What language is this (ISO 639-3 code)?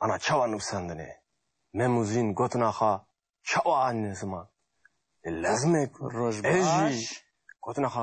kur